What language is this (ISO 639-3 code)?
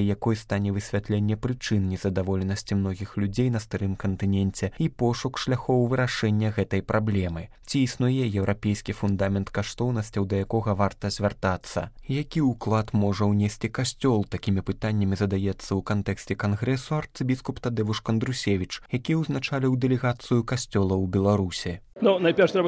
bel